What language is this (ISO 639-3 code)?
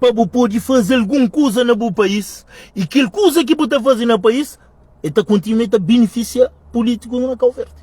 kea